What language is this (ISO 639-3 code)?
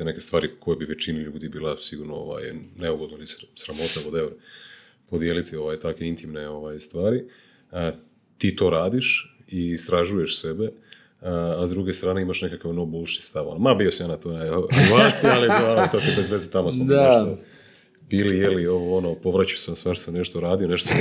hrv